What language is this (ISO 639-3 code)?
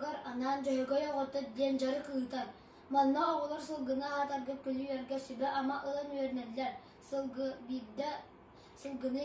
sah